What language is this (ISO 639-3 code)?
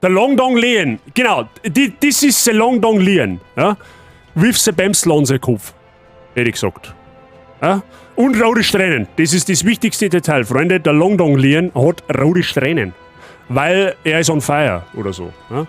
bar